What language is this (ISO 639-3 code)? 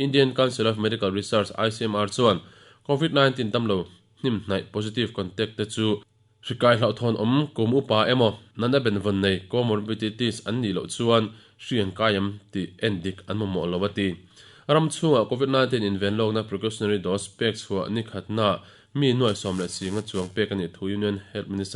lus